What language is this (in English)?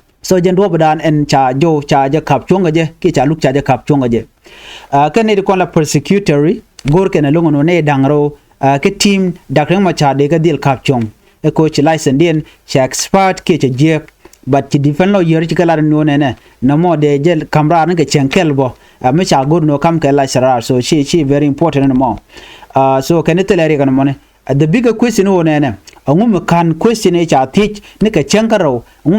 Nuer